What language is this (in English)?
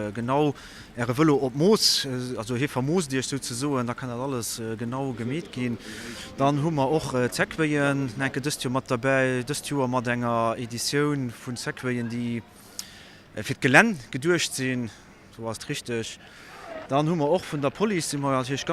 Luxembourgish